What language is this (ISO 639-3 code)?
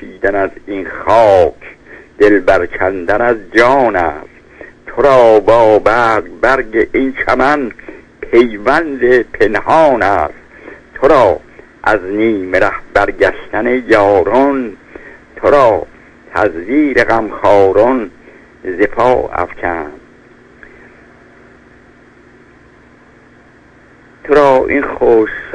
fas